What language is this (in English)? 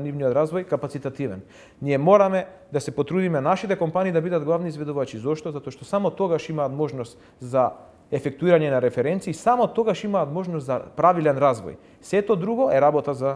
Macedonian